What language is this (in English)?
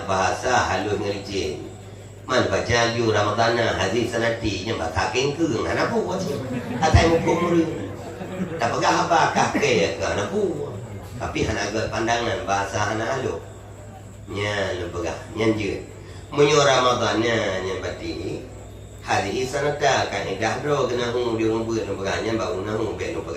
Achinese